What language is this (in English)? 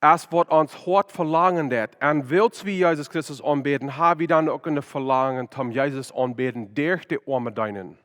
Plautdietsch